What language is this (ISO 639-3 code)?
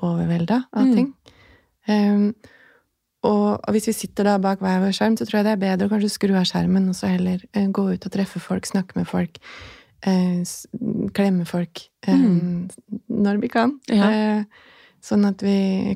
nor